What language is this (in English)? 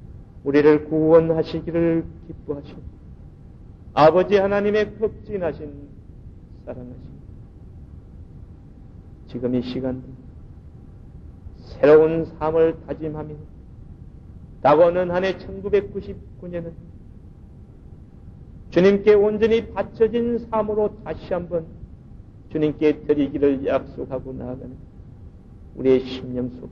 Korean